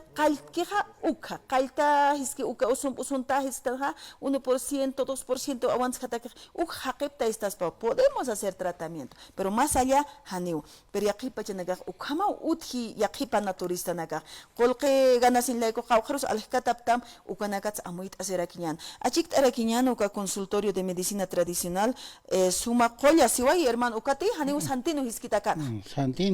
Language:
Aymara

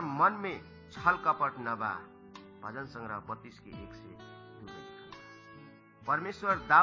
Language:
Bhojpuri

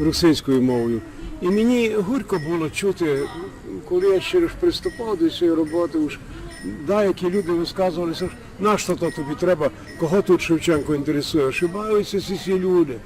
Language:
Rusyn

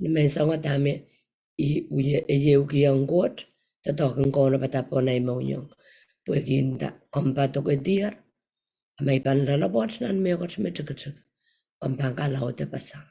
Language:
Pohnpeian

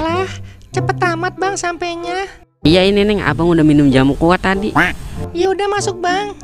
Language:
Betawi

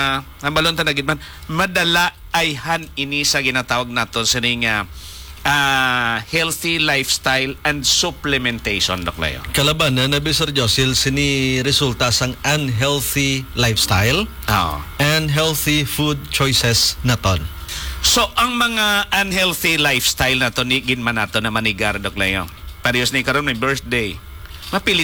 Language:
Hiligaynon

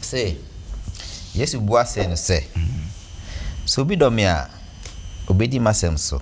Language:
Akan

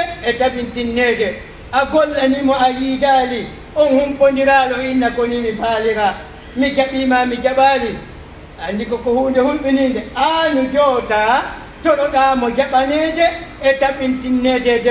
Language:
Pular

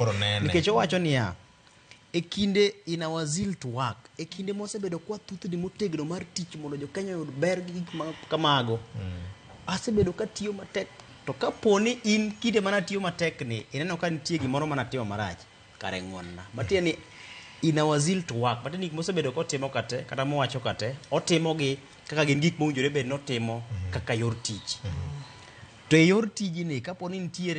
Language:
Luo (Kenya and Tanzania)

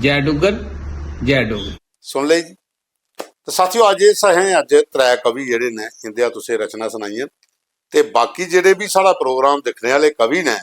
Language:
Dogri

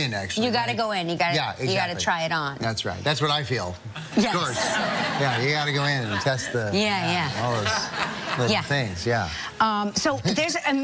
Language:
English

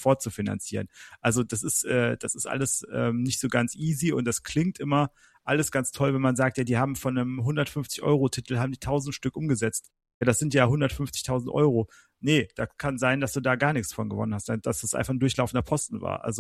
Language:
German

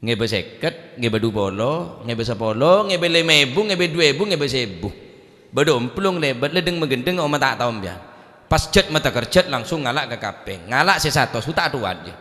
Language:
Madurese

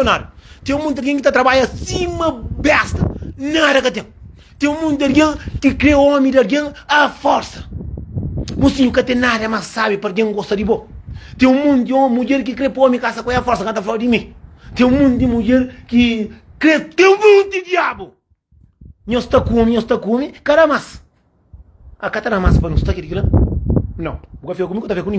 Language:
Kabuverdianu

